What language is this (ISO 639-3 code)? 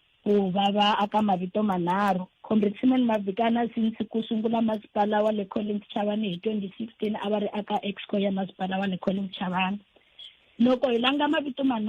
tso